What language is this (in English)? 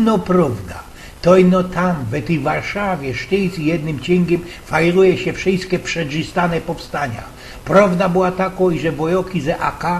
Silesian